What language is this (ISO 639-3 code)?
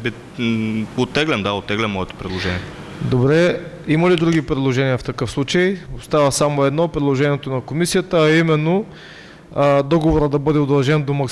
bul